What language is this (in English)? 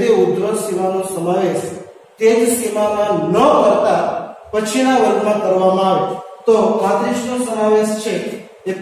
Gujarati